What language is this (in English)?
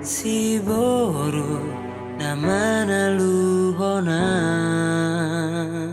Batak Toba